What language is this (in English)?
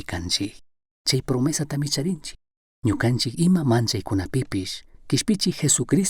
Chimborazo Highland Quichua